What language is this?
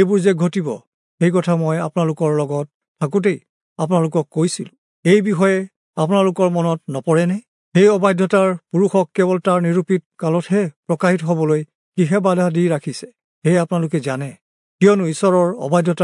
Assamese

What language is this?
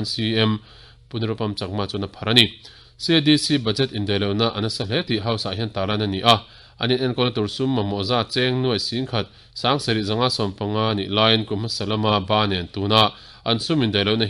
Mizo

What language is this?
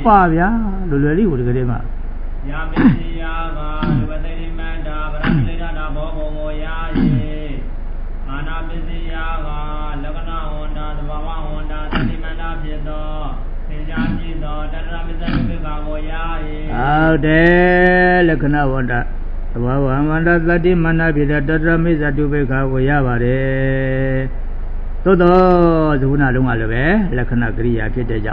Burmese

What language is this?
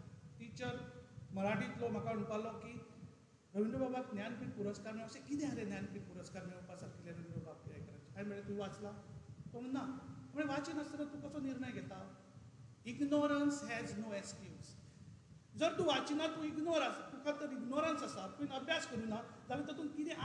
Konkani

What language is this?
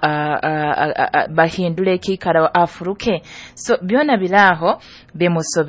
Nyoro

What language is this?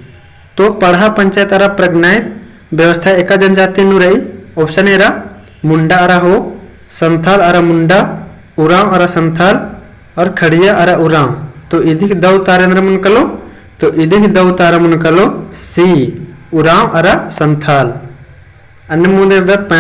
Kurukh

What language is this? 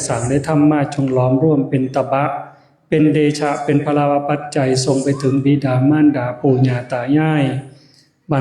Northeastern Thai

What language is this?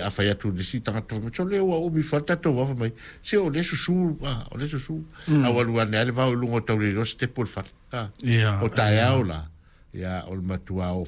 Samoan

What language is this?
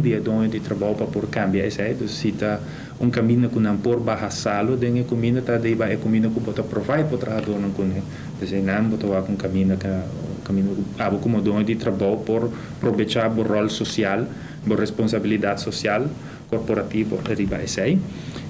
Papiamento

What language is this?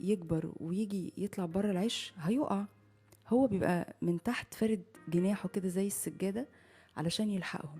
Egyptian Arabic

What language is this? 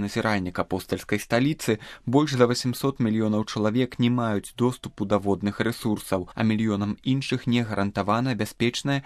Belarusian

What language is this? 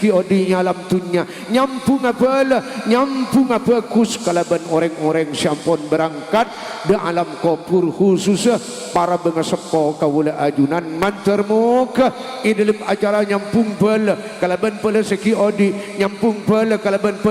Madurese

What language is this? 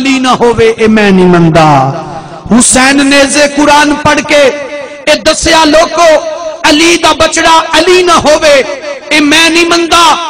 Saraiki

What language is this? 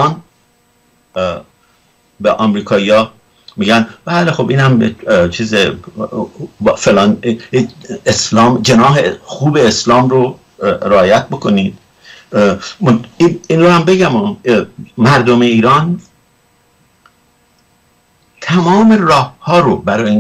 Persian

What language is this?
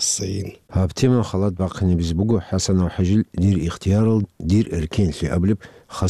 Avaric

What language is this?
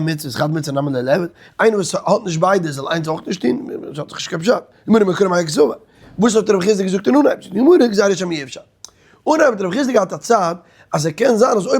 Yiddish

